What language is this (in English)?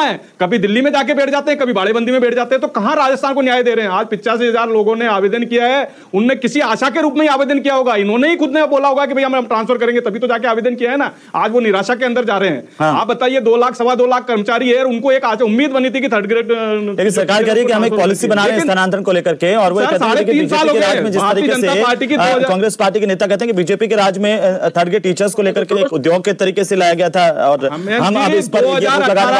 Hindi